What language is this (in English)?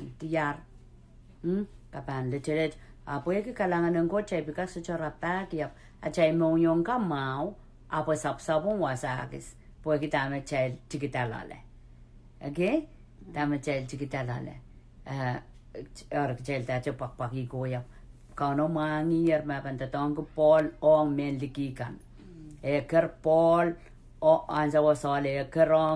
Pohnpeian